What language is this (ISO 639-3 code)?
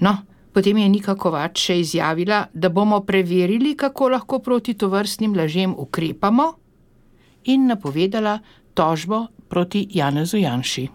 slv